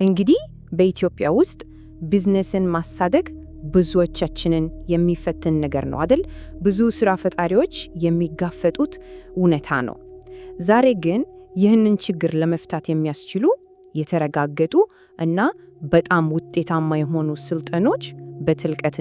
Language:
Amharic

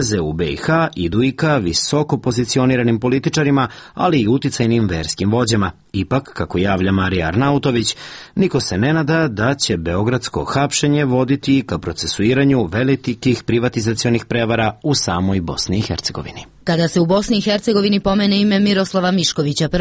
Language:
Serbian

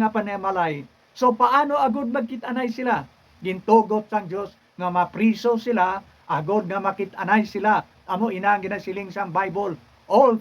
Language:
Hiligaynon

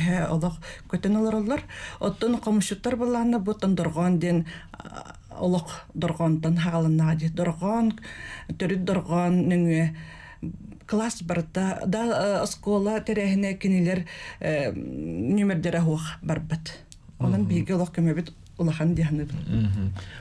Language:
Yakut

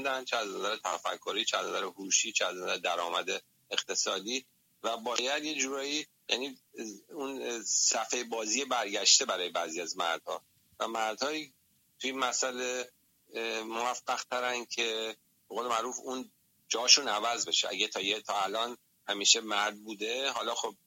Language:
Persian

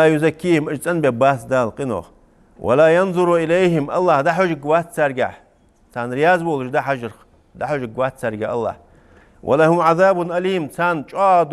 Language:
Ingush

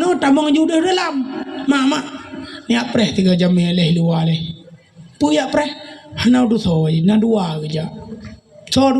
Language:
Achinese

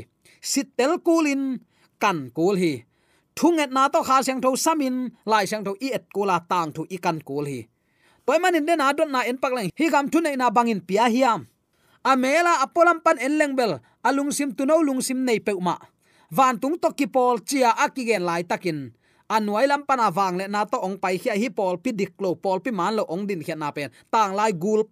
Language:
Tedim Chin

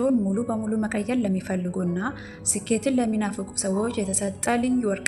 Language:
Amharic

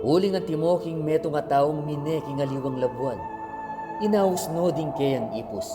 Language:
Pampanga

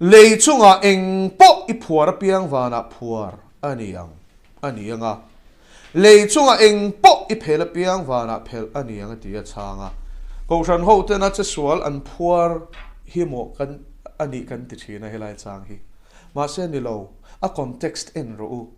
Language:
Mizo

